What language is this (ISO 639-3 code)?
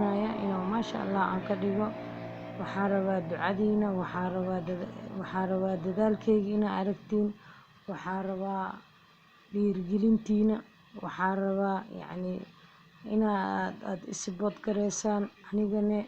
som